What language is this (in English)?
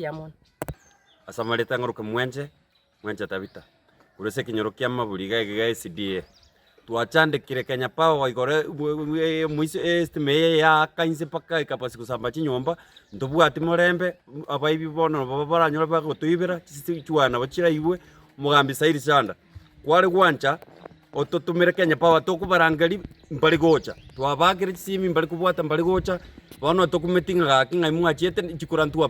Gusii